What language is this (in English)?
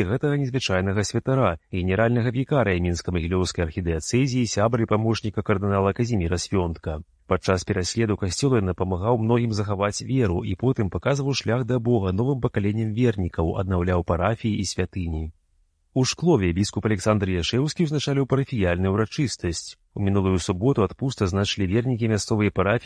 Belarusian